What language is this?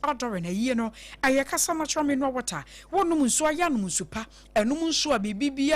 Akan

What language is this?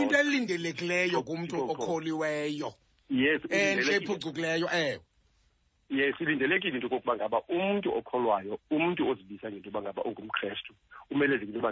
Xhosa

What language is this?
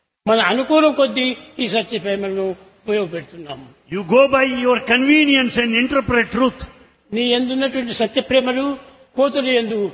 Telugu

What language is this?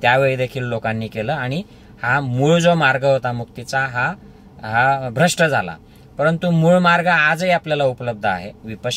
Marathi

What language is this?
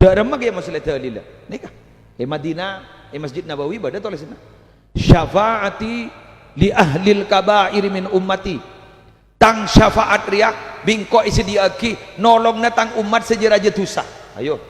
Madurese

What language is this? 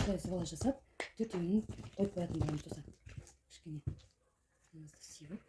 Kazakh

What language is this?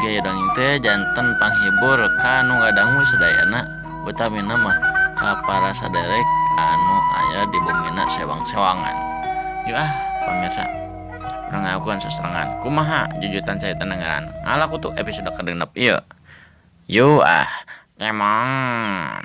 Sundanese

